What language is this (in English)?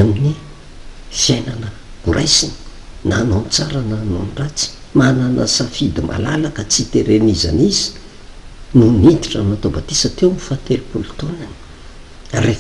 Malagasy